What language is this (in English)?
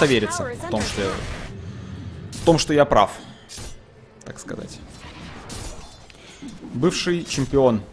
Russian